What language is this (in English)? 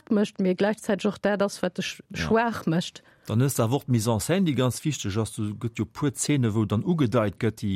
Luxembourgish